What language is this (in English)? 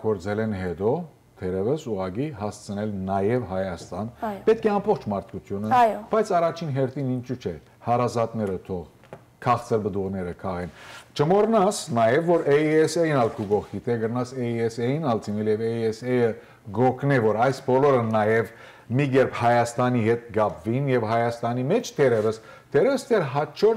Western Armenian